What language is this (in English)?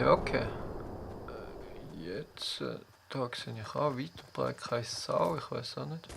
Swiss German